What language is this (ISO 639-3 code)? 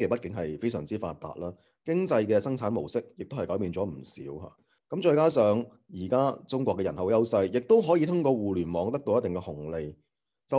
yue